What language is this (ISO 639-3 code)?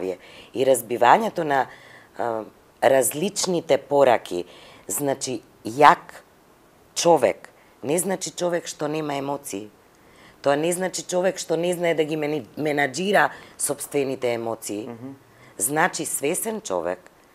mkd